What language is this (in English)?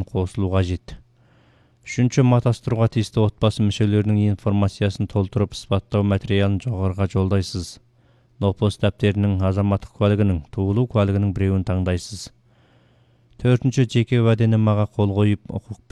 Kazakh